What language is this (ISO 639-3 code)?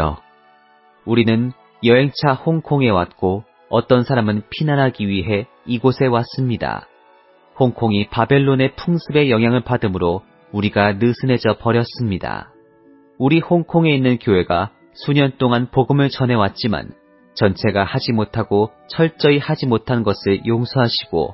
kor